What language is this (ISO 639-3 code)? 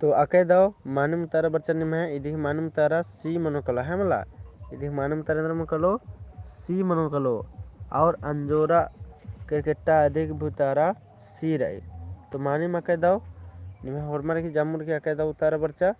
kru